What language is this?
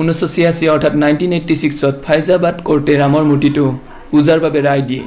Assamese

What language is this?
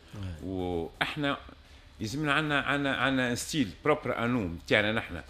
Tunisian Arabic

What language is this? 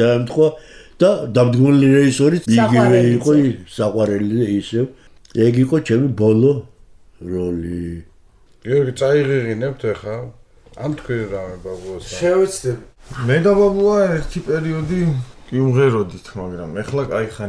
Georgian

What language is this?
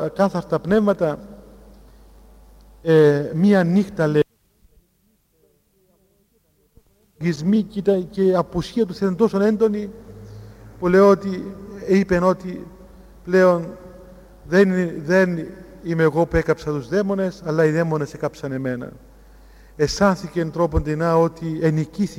Greek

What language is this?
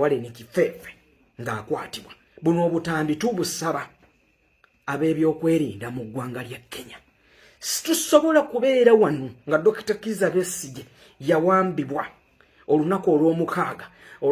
Ganda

